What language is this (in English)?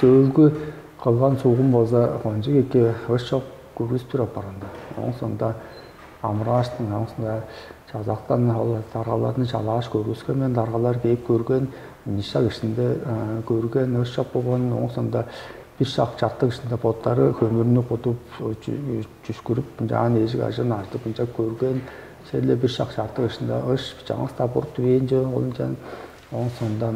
Tuvinian